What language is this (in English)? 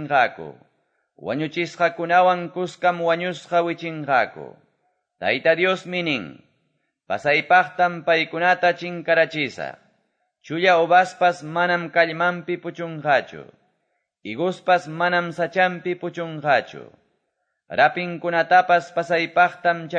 Quechua